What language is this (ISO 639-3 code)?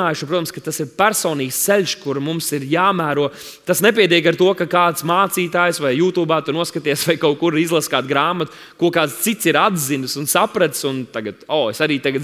lav